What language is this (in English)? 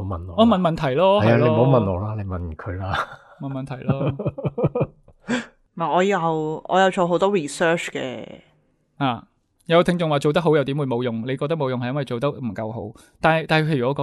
Cantonese